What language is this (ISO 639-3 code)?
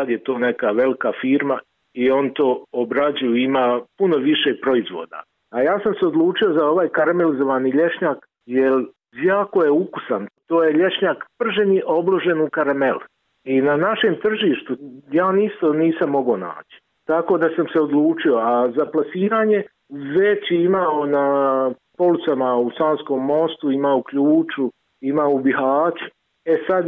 bos